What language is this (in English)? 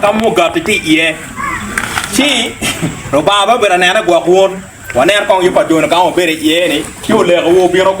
Acoli